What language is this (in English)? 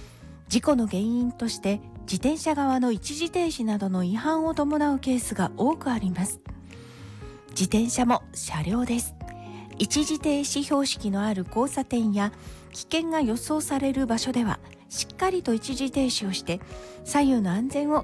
Japanese